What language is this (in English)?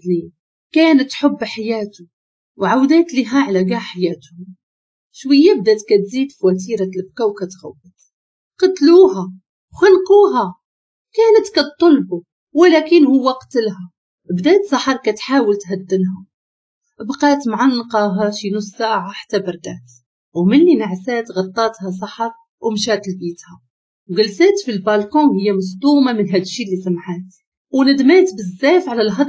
Moroccan Arabic